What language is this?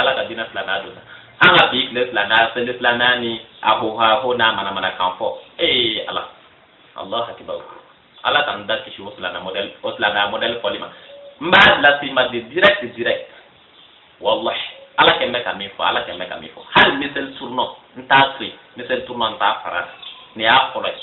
Bambara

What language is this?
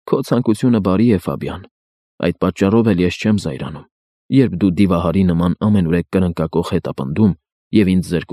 Armenian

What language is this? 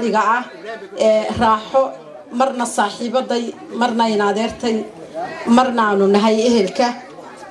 Somali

